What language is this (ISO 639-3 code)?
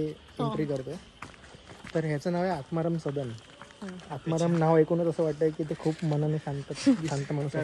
mar